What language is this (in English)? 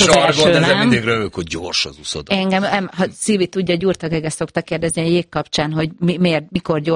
Hungarian